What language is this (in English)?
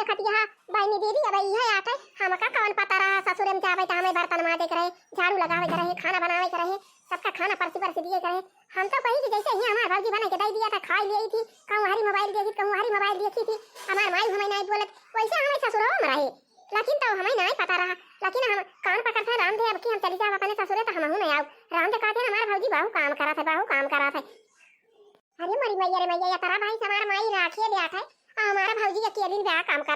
Awadhi